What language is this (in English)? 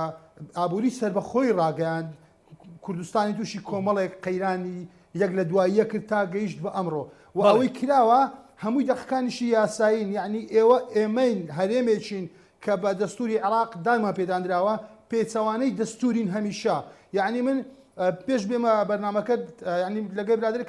Central Kurdish